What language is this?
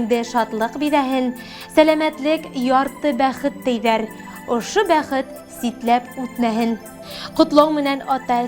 Bashkir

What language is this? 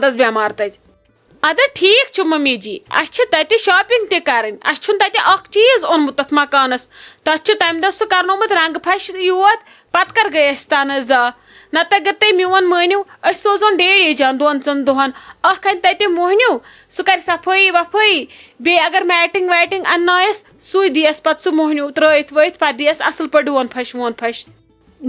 Kashmiri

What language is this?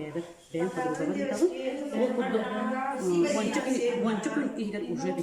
Yakut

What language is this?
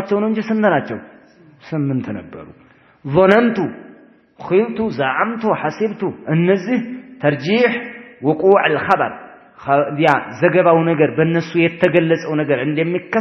Amharic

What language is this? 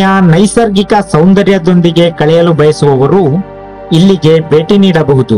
Kannada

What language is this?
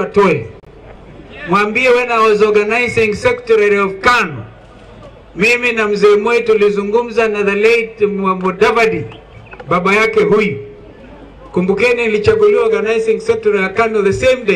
Swahili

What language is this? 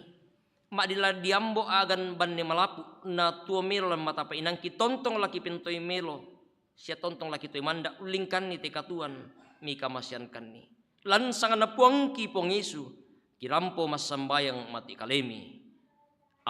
Toraja-Sa'dan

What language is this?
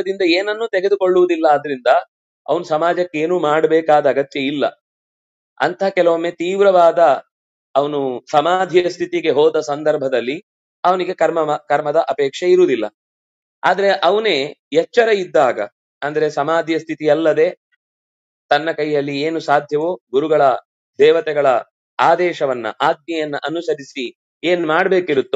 Kannada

